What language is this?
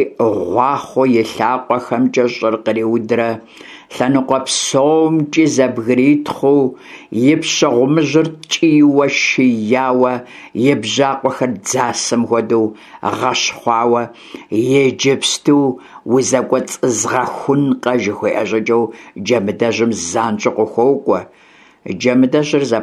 Kabardian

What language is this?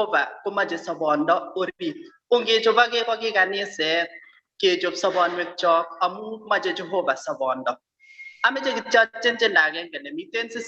Kalenjin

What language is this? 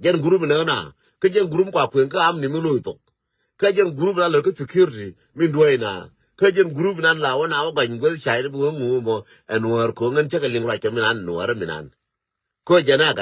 Nuer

